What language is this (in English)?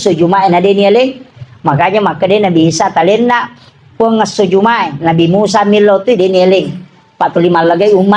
Buginese